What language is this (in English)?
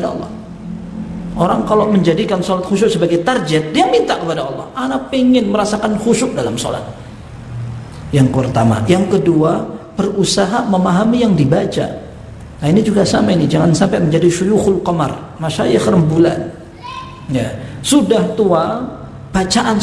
Indonesian